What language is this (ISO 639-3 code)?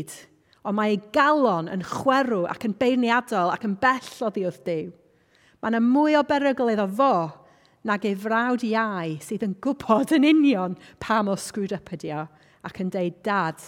cym